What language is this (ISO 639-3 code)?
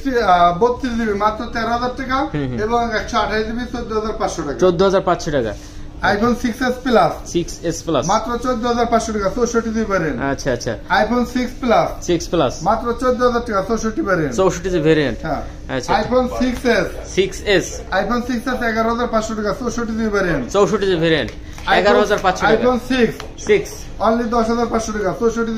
ben